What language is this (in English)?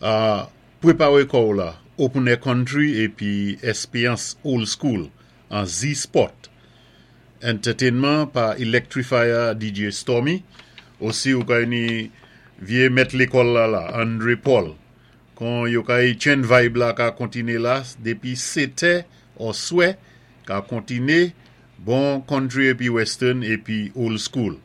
Saint Lucian Creole French